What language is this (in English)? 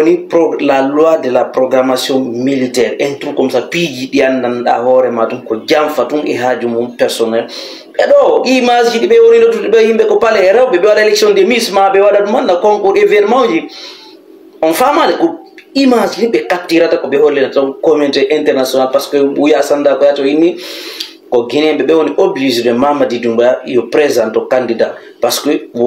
Fula